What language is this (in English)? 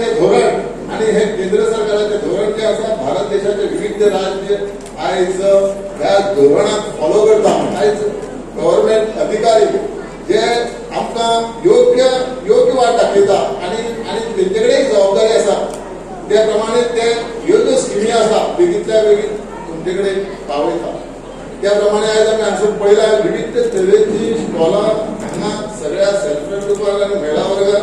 Konkani